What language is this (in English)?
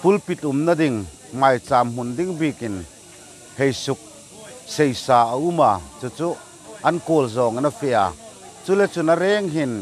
Hmar